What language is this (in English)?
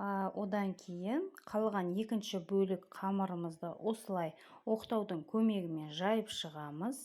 Kazakh